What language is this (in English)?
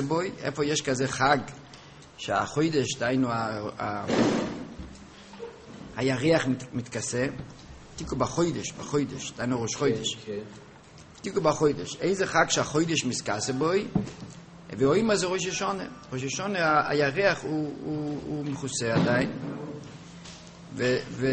Hebrew